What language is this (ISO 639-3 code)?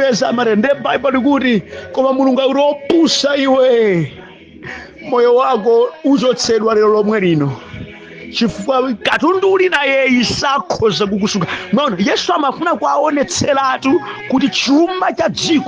nya